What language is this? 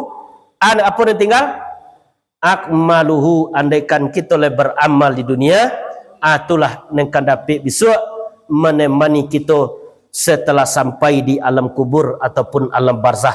Minangkabau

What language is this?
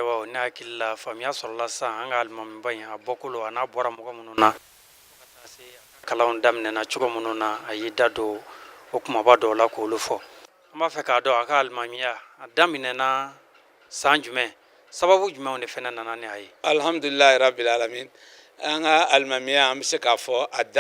Bambara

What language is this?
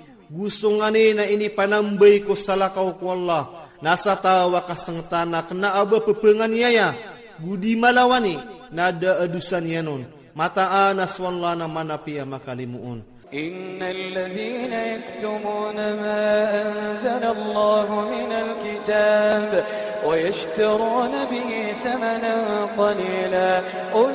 Iranun (Philippines)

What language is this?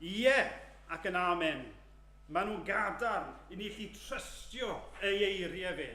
Welsh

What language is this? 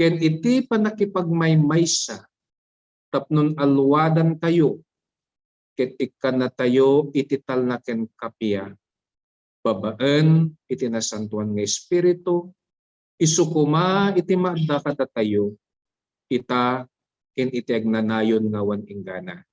Iloko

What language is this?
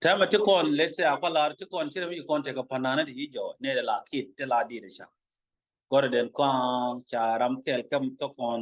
Nuer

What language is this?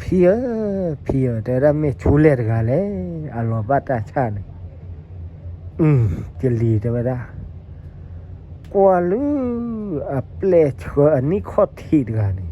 S'gaw Karen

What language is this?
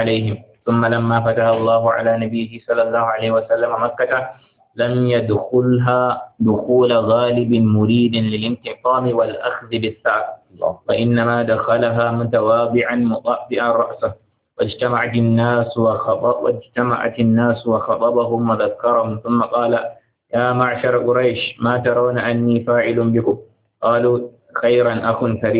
Arabic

